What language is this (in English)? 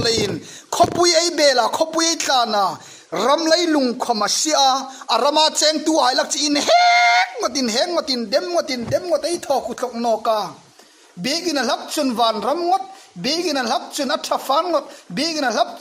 Hmar